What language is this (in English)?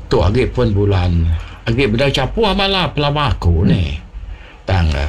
Iban